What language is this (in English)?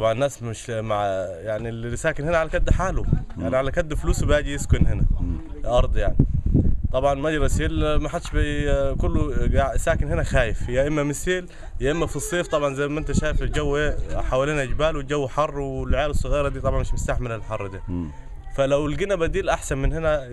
Egyptian Arabic